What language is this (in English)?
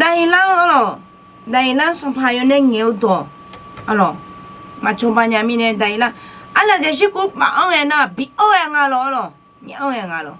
Akha